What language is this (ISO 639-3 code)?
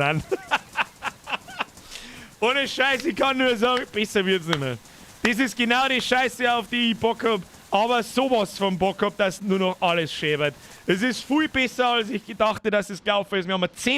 bar